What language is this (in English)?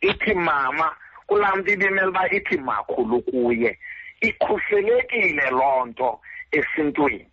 Xhosa